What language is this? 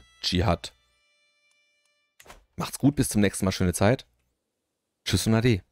German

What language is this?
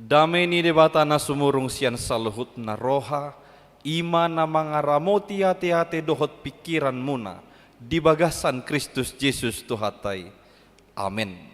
Batak Toba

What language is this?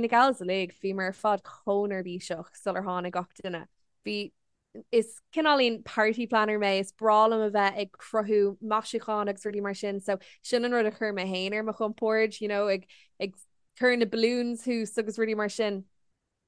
Irish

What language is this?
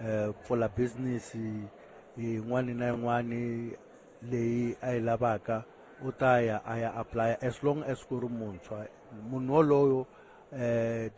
Tsonga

